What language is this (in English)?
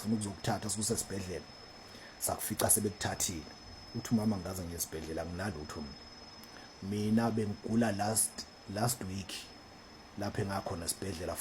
Zulu